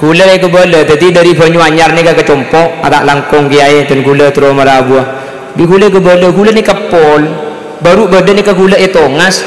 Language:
Madurese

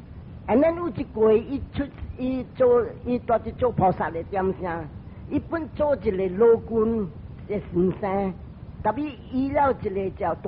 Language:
Min Nan Chinese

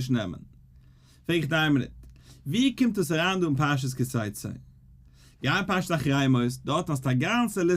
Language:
Yiddish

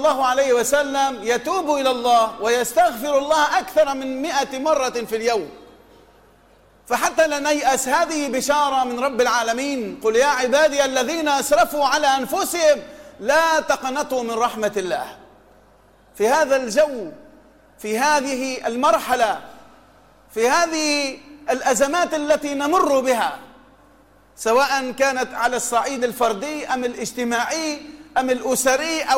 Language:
Tunisian Arabic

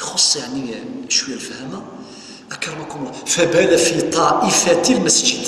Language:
Kabyle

